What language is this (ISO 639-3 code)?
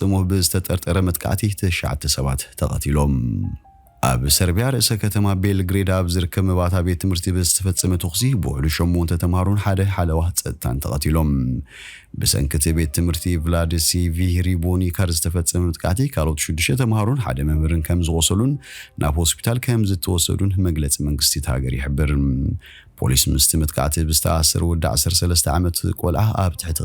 tir